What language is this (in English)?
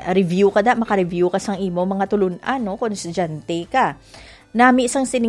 Hiligaynon